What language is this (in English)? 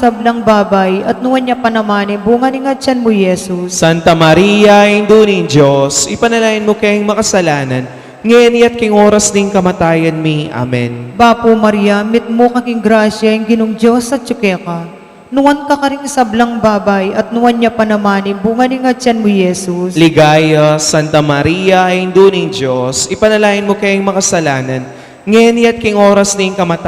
Pampanga